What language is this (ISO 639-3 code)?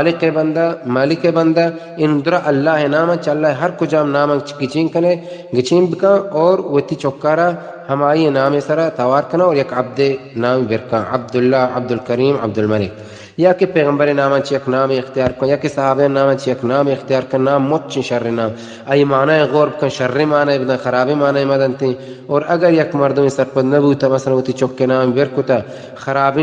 bal